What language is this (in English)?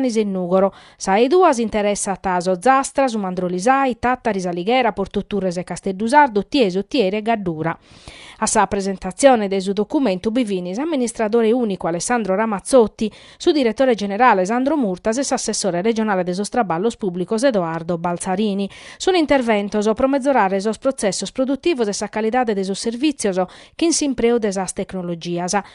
Sardinian